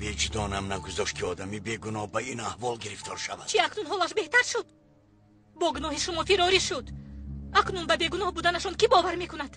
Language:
Tajik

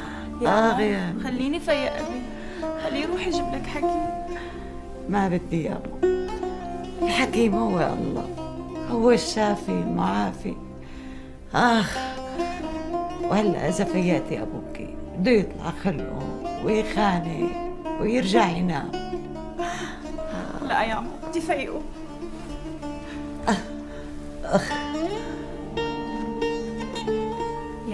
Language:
North Levantine Arabic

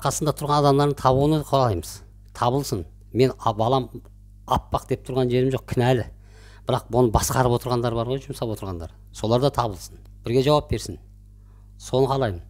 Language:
Kazakh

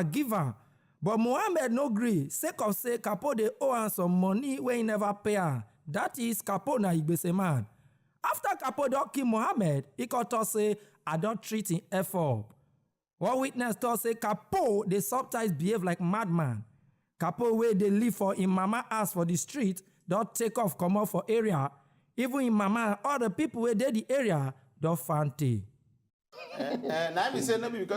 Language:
Nigerian Pidgin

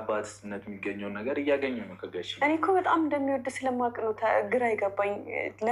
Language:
Amharic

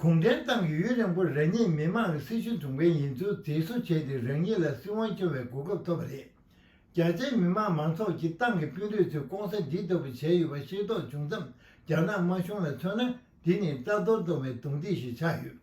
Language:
Tibetan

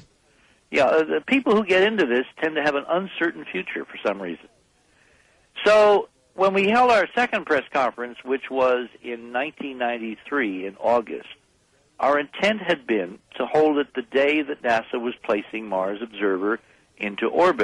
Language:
English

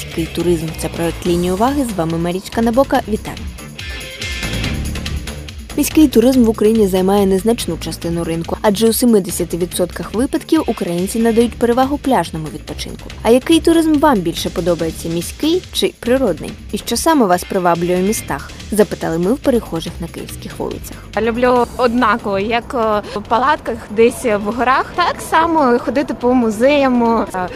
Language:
Ukrainian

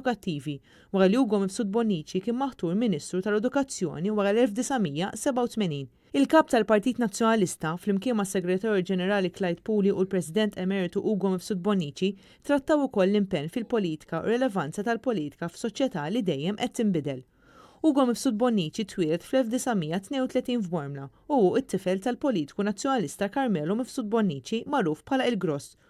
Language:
Maltese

